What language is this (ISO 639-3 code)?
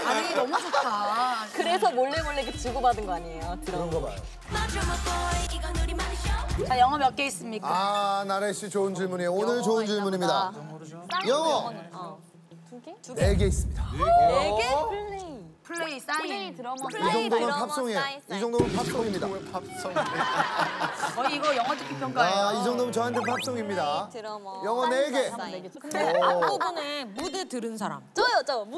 kor